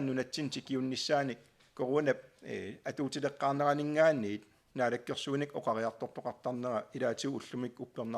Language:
Kalaallisut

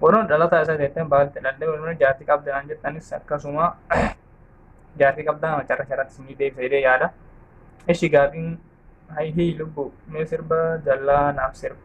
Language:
Oromo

